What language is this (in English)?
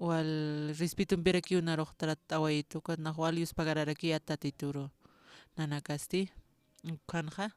Aymara